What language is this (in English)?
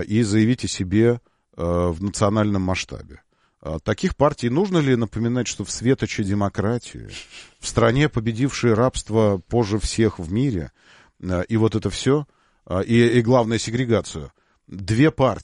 Russian